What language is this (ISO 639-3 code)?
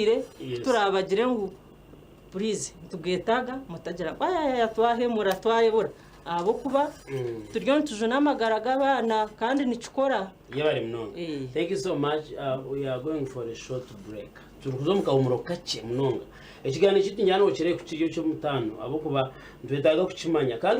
nyn